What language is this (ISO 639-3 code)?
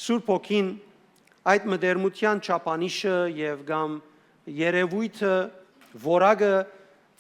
hyw